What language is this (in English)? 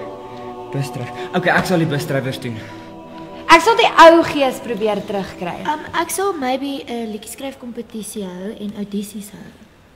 Afrikaans